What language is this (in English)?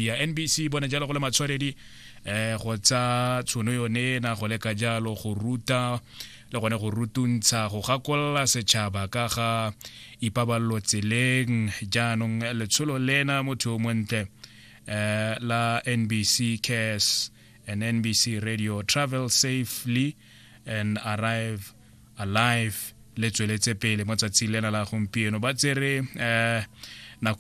Tswana